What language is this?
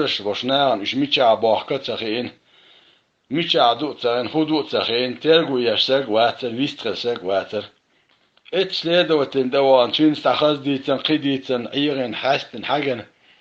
Chechen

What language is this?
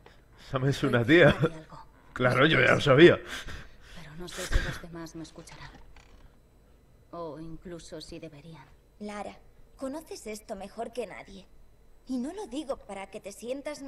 Spanish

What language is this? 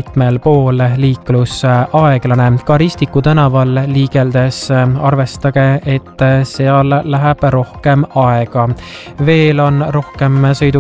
Estonian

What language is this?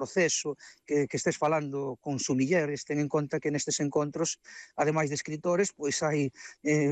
Galician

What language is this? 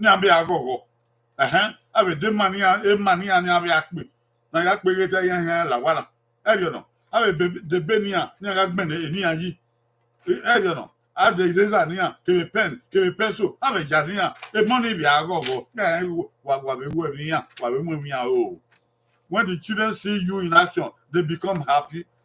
Bini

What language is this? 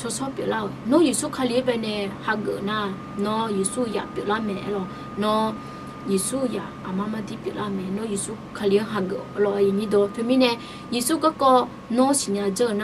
Akha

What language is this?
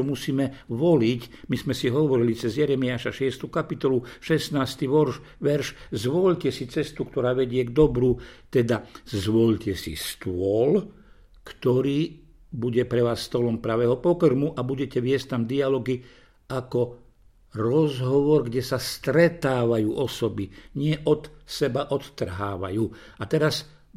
Slovak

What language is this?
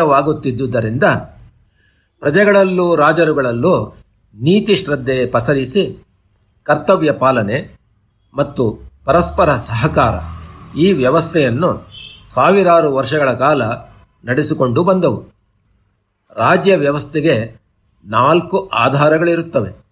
Kannada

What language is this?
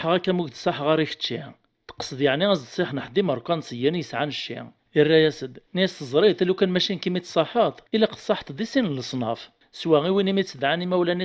Kabyle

